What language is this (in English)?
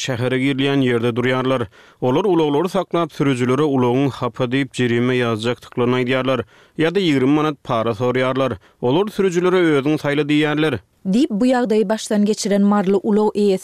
Turkmen